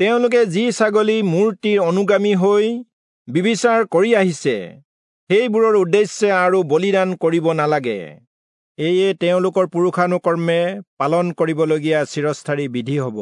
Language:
Assamese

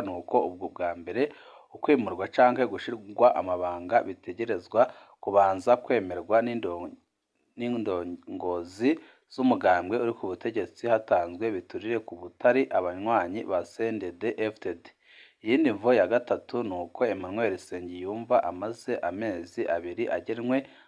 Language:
Rundi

